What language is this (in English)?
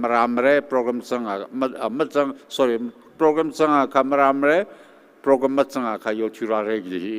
Tangkhul Naga (India)